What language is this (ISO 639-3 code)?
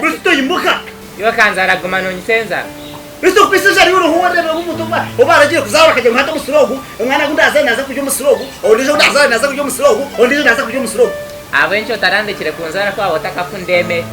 nyn